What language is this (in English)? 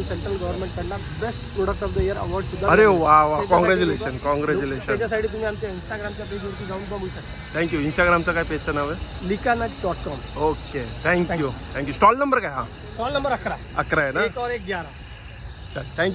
Marathi